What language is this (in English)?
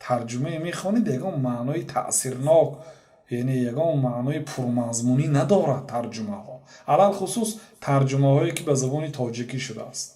Tajik